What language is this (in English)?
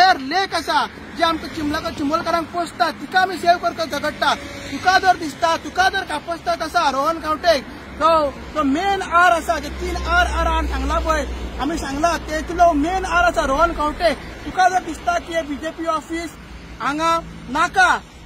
Konkani